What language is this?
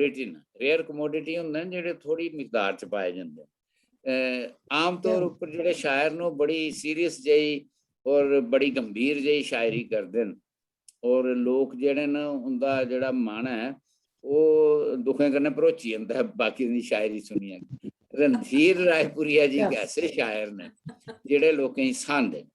Dogri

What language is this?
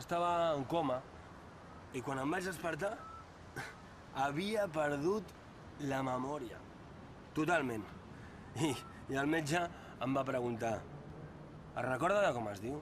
Catalan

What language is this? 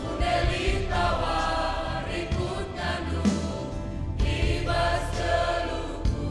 Batak Karo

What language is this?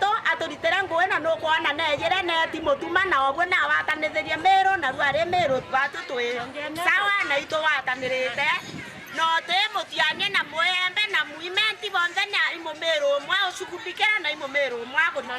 Meru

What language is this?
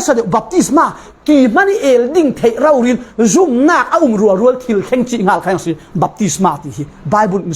Falam Chin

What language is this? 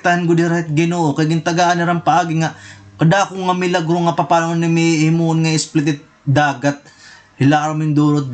Waray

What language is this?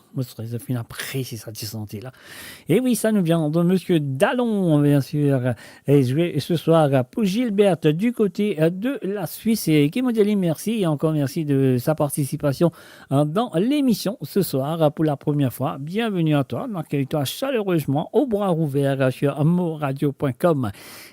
Morisyen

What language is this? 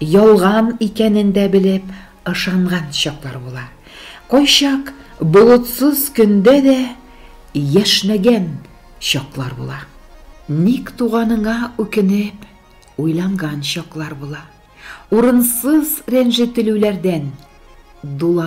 Tatar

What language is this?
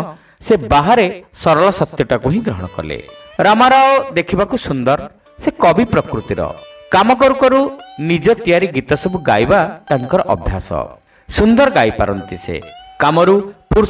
Odia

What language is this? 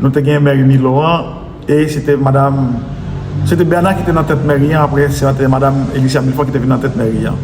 Haitian Creole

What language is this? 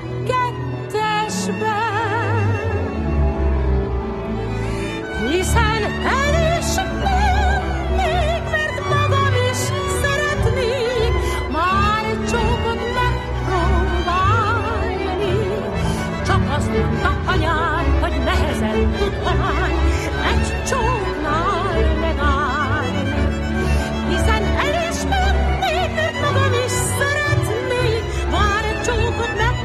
Hungarian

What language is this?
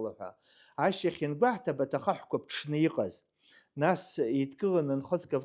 Abkhazian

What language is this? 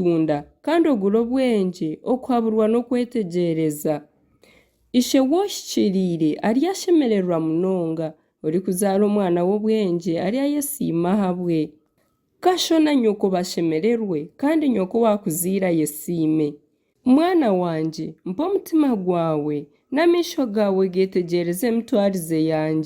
Nyankole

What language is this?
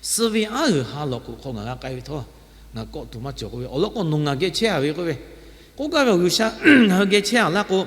Lahu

